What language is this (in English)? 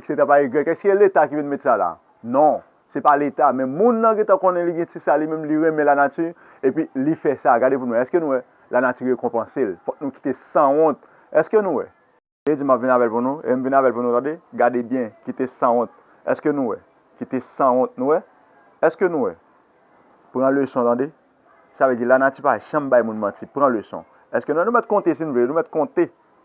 Haitian Creole